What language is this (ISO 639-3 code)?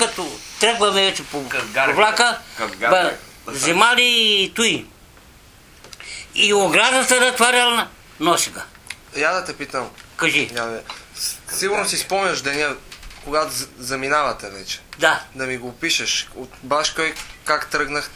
bul